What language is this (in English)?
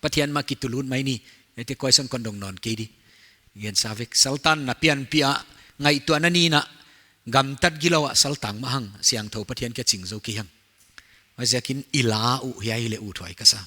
Paite Chin